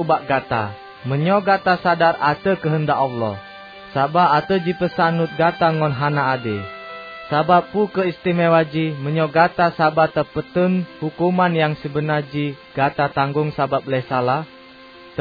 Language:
Achinese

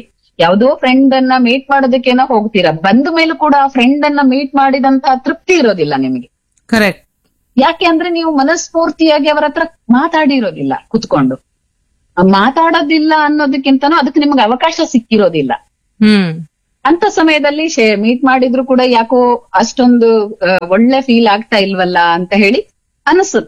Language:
Kannada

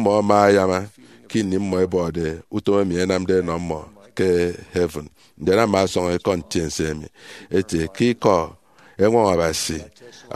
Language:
Efik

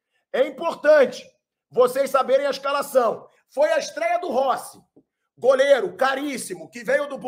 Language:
Portuguese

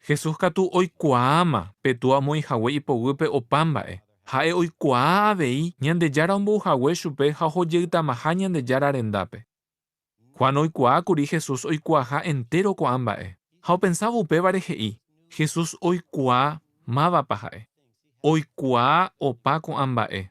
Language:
Guarani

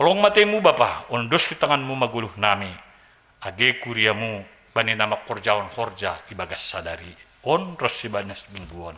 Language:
Batak Simalungun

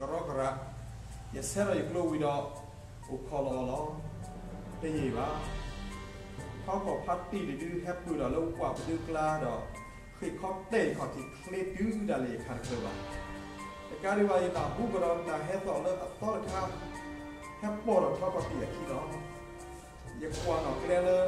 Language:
S'gaw Karen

